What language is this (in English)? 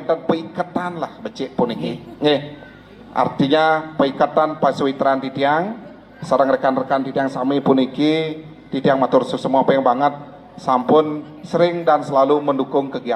Balinese